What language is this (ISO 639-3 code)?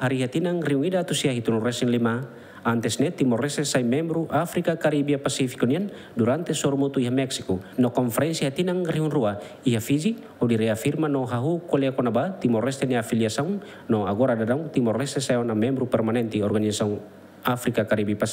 tet